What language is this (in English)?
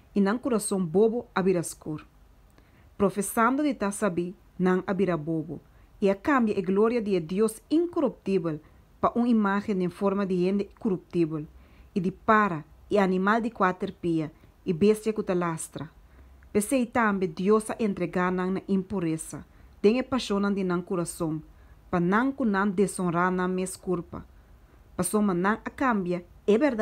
Papiamento